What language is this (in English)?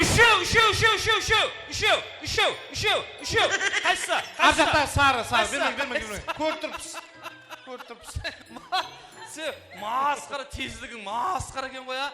Kara-Kalpak